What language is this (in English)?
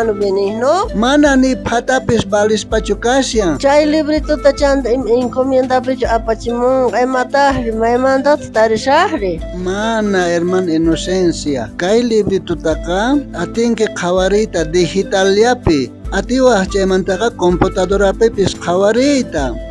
South Bolivian Quechua